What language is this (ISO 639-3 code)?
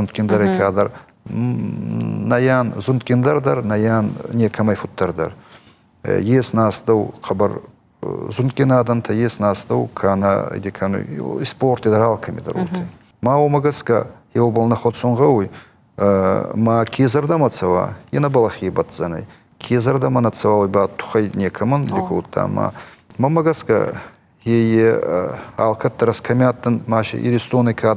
oss